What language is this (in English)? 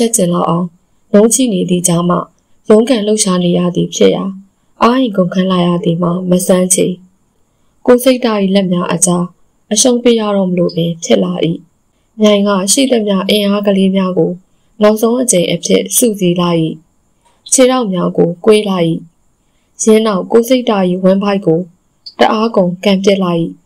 Burmese